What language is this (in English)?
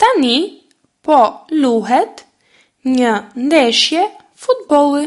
Albanian